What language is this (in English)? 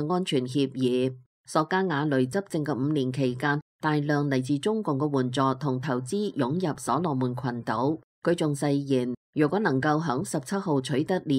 Cantonese